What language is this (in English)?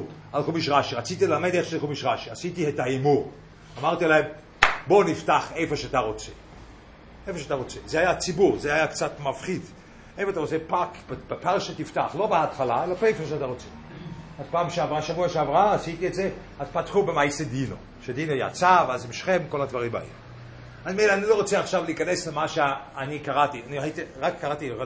Hebrew